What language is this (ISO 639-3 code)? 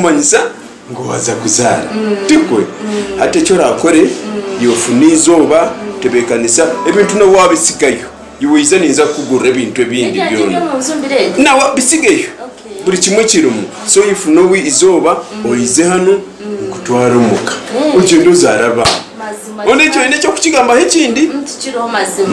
nyn